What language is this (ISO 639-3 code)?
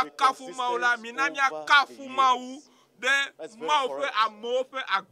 ewe